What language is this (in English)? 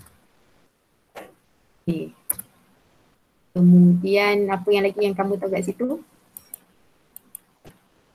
Malay